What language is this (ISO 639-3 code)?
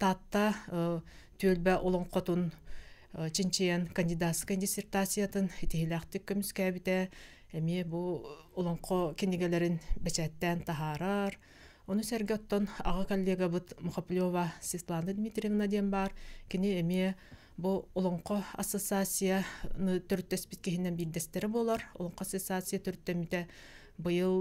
sah